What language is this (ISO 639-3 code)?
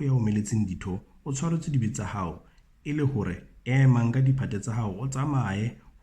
sot